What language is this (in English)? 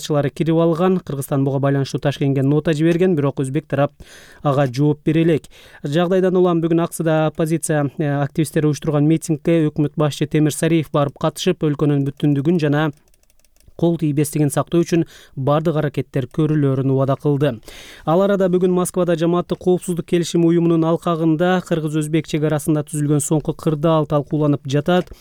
Kyrgyz